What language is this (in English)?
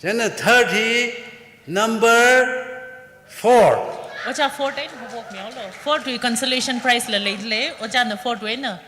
Tangkhul Naga (India)